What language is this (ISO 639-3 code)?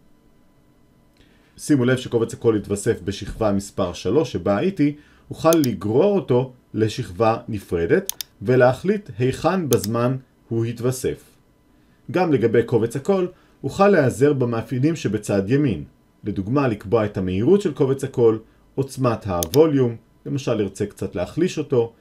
heb